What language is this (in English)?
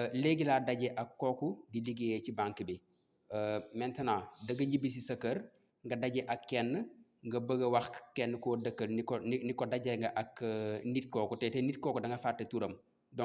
Wolof